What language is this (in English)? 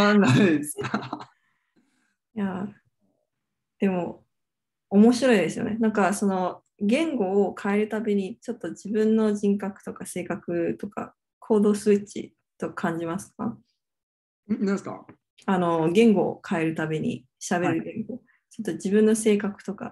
Japanese